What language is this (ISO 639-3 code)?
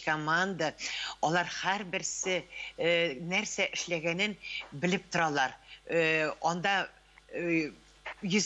tat